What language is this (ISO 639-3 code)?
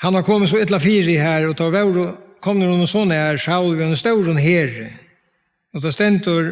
fao